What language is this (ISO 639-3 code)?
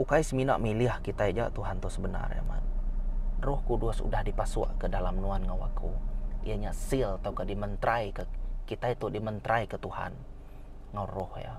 iba